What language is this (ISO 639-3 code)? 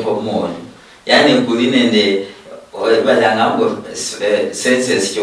luy